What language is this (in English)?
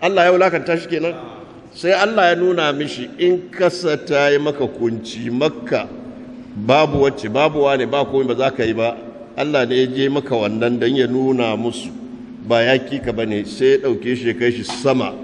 Hausa